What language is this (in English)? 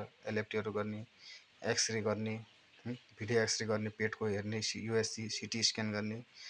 Nepali